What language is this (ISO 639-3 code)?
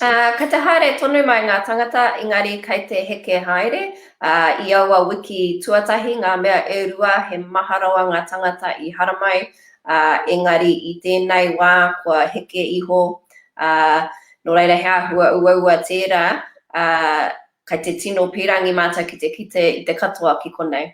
mri